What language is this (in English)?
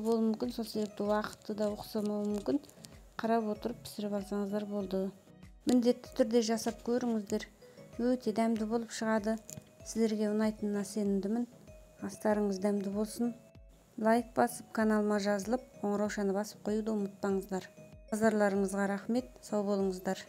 Kazakh